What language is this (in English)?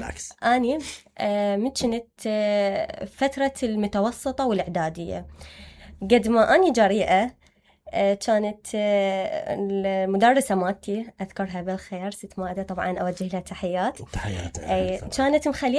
Mesopotamian Arabic